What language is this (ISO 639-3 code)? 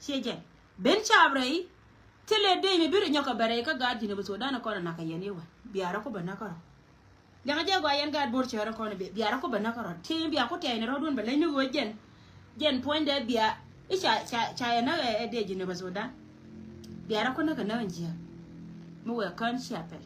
nus